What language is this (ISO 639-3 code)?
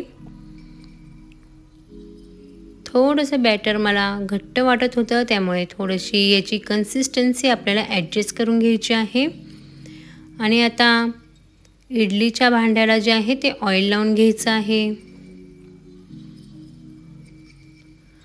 mar